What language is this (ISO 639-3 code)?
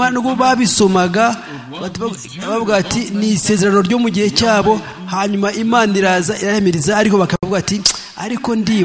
kin